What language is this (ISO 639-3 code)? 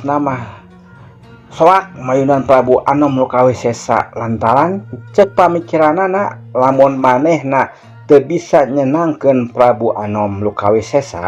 sun